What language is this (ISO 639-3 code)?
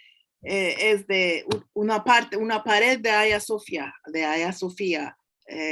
lad